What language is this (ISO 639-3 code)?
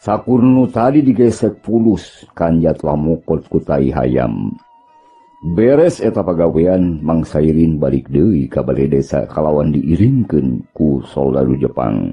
sun